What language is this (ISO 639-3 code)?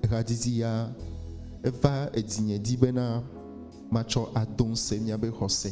ewe